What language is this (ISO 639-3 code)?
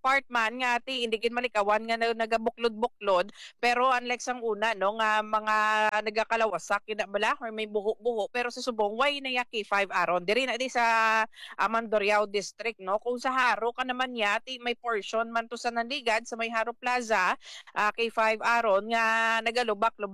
hil